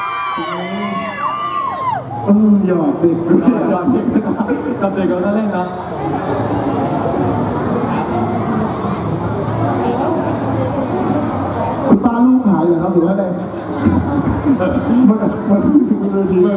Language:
Thai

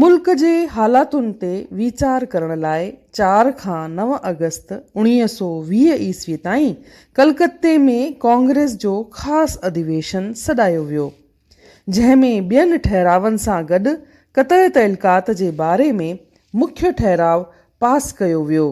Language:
Sindhi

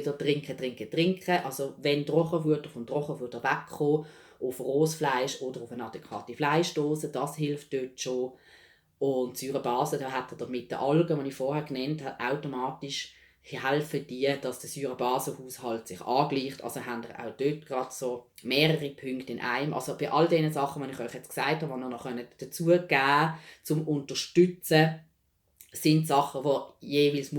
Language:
Swiss German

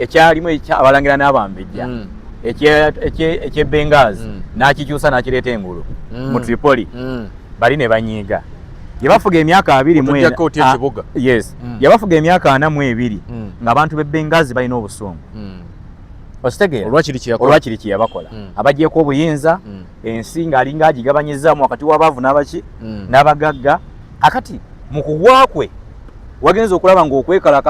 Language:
Ganda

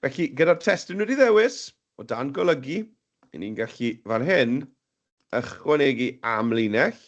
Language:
Welsh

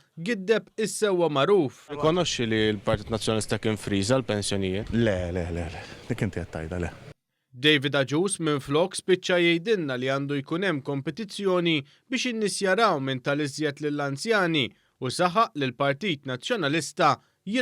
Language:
Maltese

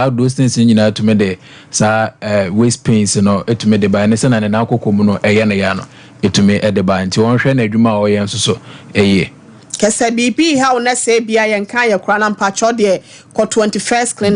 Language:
Akan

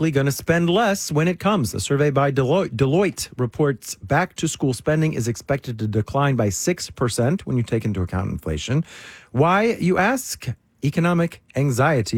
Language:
English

